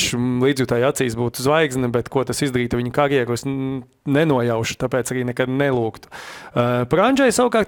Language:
Latvian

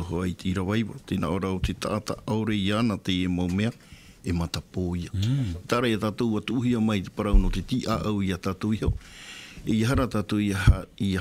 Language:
Tahitian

